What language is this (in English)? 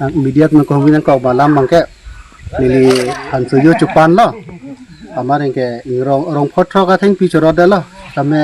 Karbi